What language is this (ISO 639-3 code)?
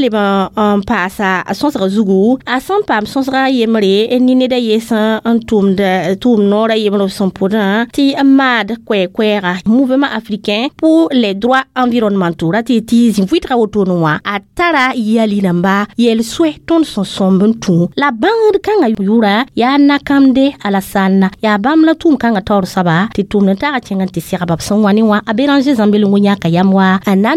mos